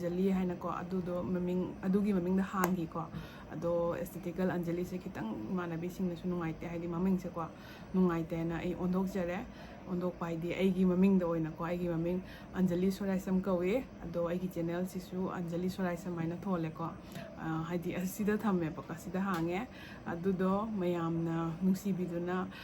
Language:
Manipuri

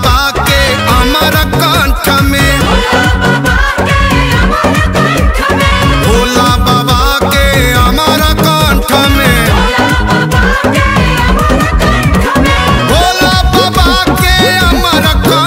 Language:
Bhojpuri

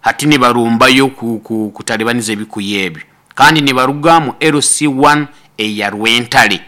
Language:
Nyankole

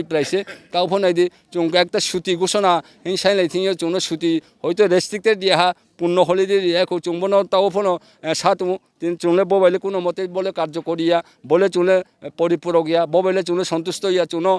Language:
Riang (India)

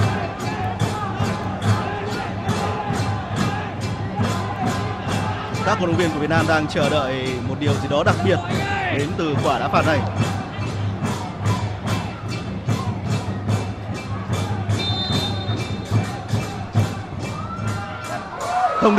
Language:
Vietnamese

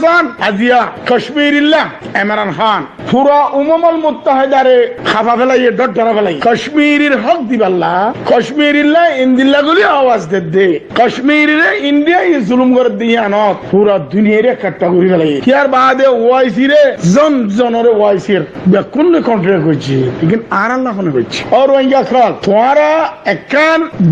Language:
Rohingya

